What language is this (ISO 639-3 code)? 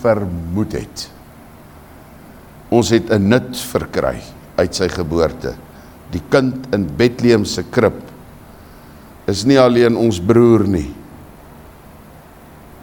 afr